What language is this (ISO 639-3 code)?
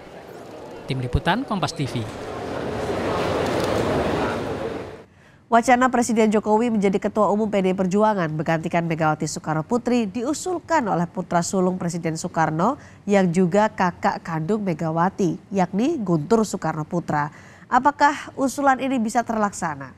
ind